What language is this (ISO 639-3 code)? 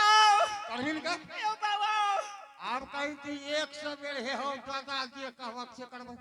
anp